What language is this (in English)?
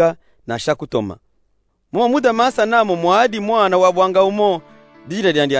Luba-Katanga